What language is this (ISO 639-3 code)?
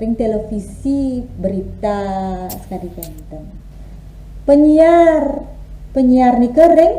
ban